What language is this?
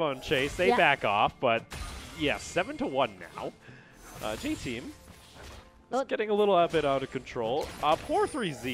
English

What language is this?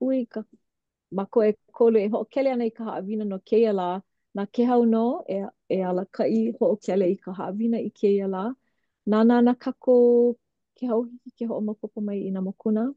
Hawaiian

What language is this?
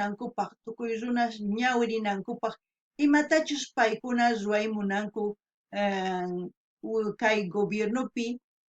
South Bolivian Quechua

